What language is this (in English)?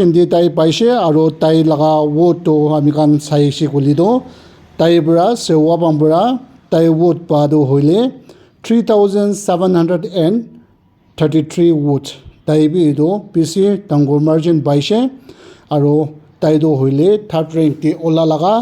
Naga Pidgin